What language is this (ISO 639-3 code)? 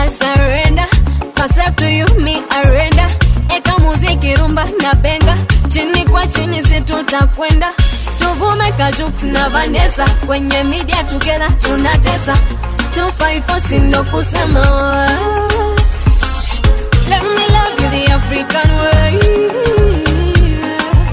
swa